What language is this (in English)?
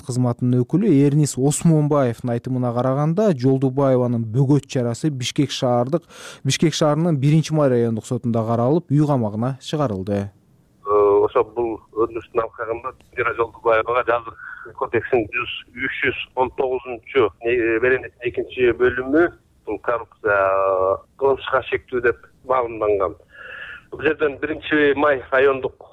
Kyrgyz